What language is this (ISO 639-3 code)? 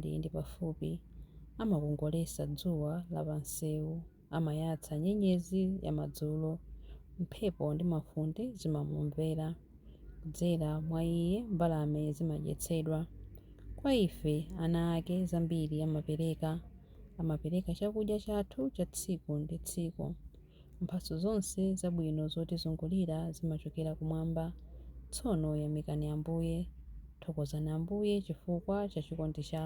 nya